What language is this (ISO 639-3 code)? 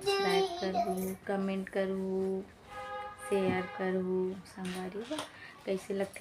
hne